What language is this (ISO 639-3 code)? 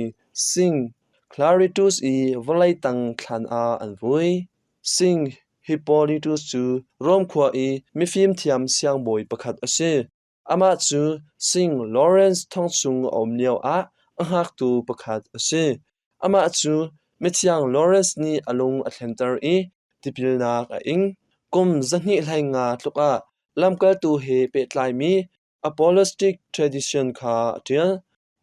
cnh